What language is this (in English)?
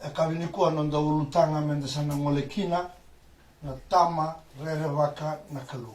Fijian